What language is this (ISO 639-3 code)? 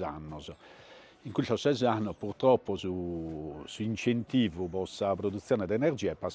srd